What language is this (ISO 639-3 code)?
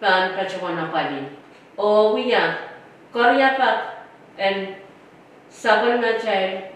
pon